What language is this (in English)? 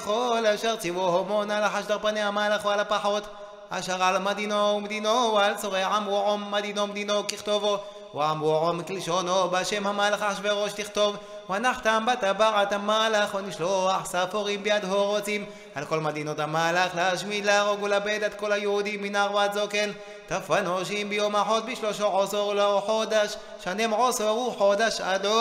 Hebrew